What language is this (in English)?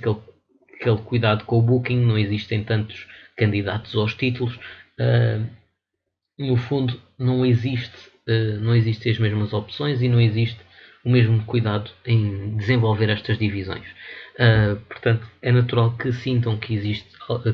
Portuguese